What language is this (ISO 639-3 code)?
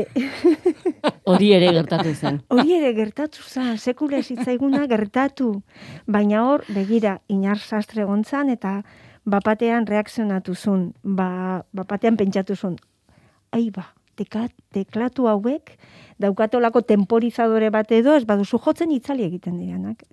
eus